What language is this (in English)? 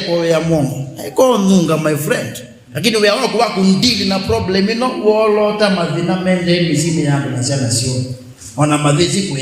Kamba